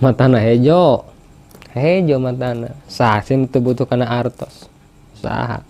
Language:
Sundanese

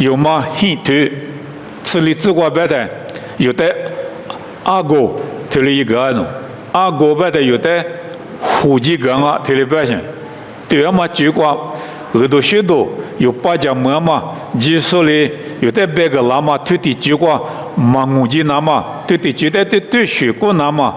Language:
Lisu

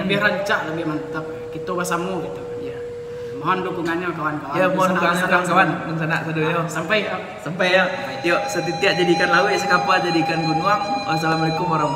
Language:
Minangkabau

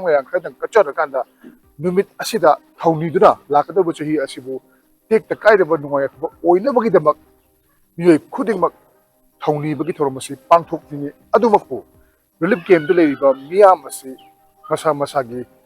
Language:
Manipuri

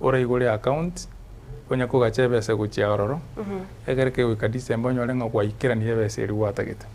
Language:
Gusii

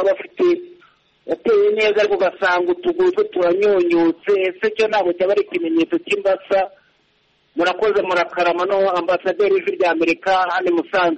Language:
Kinyarwanda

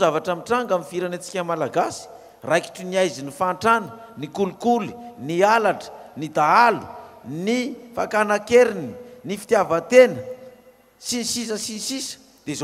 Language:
Malagasy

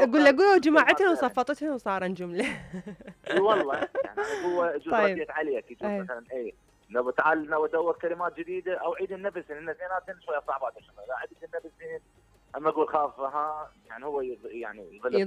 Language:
Mesopotamian Arabic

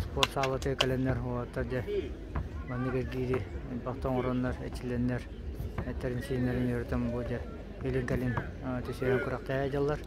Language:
Yakut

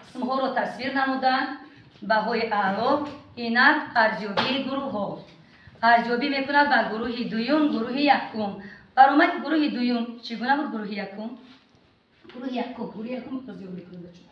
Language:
Tajik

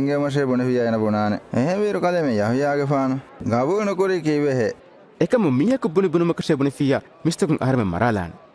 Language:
Divehi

